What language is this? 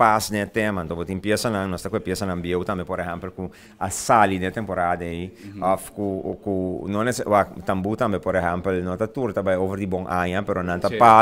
Papiamento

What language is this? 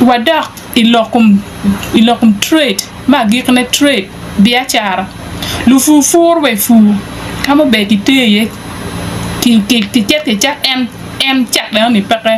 Acoli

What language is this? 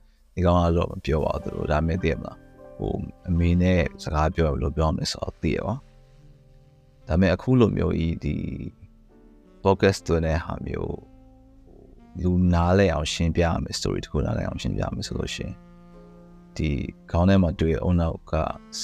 Burmese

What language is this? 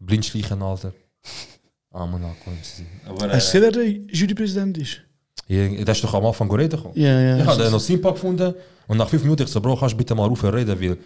Swiss German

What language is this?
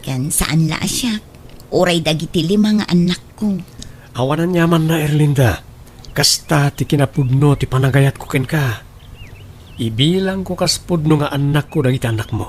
Iloko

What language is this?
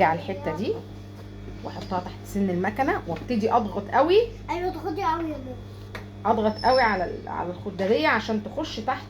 Egyptian Arabic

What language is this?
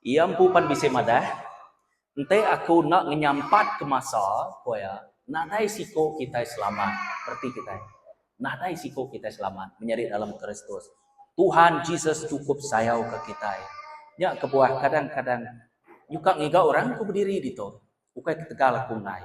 Iban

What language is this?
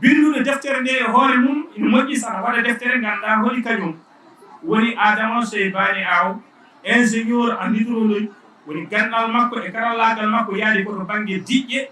Fula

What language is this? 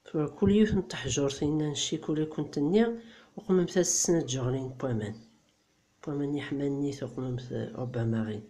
Kabyle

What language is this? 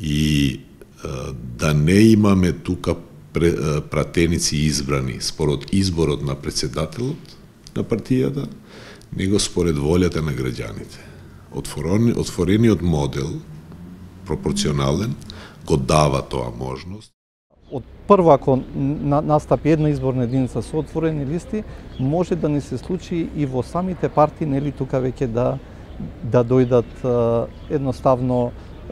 Macedonian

